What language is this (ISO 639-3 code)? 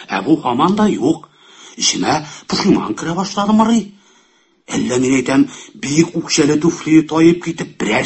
tat